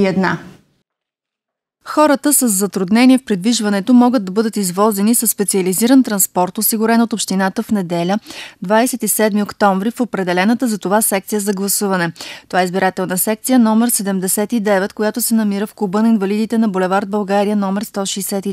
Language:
Bulgarian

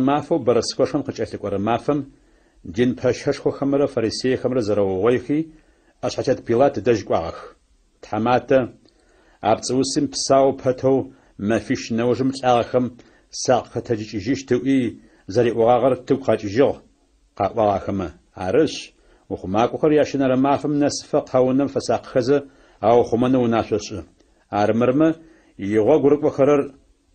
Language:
Adyghe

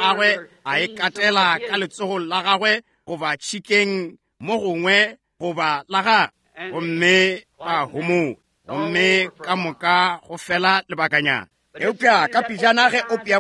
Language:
Northern Sotho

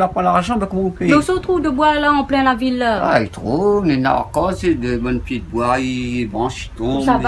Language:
Réunion Creole French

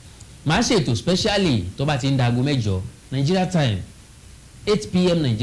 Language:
Yoruba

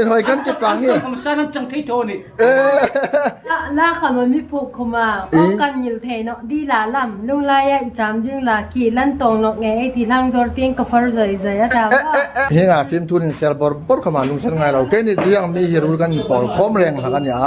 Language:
Hmar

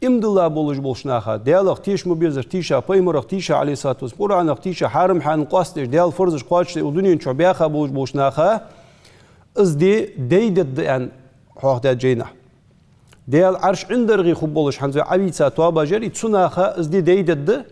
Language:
Ingush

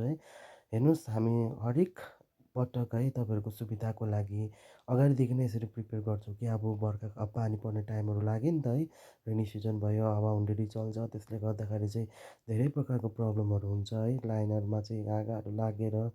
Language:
Nepali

